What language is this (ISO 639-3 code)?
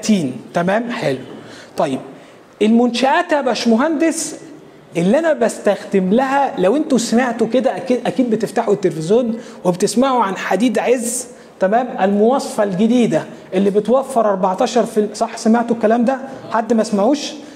arz